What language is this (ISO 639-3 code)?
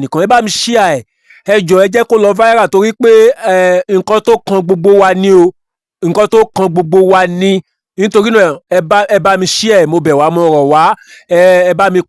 yor